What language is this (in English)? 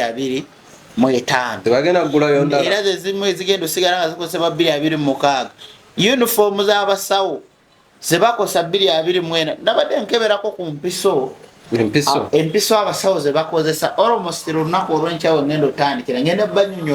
Ganda